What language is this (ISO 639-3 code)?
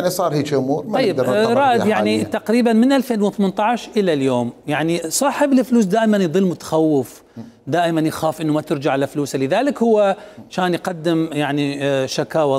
acm